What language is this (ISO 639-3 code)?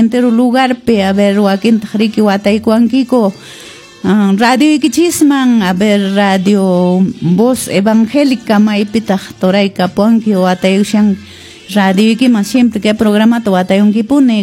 que